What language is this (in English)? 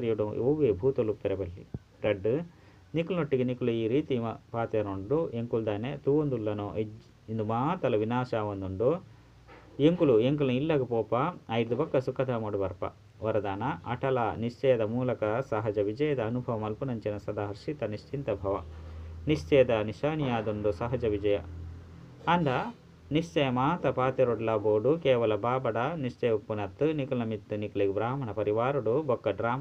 Tulu